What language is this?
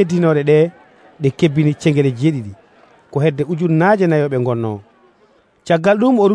Nigerian Fulfulde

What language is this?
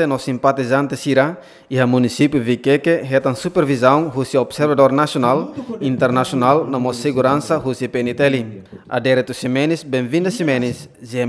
Tetum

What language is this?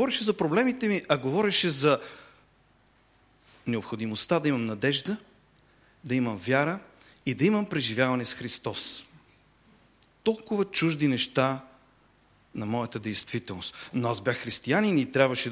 Bulgarian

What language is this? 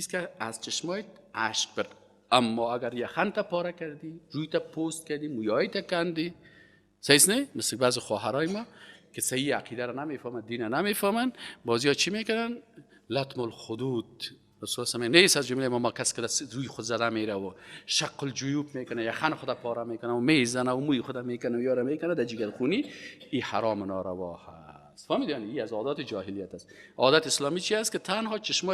Persian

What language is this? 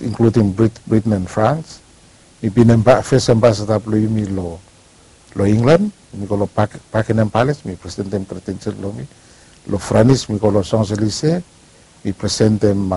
Bislama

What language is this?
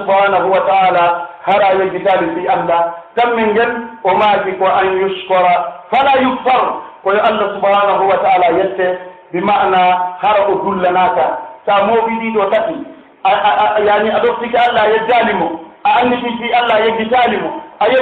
Pular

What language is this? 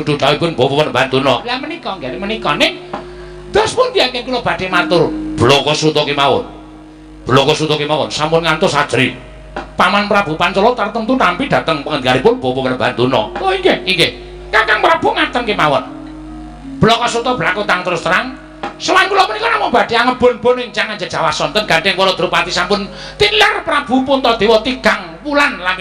Javanese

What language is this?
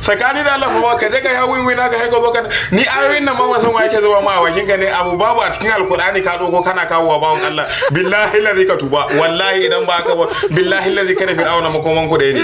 Hausa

